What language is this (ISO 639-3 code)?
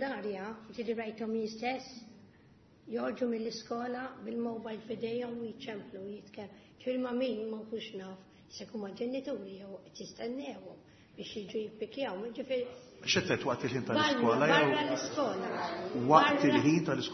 mlt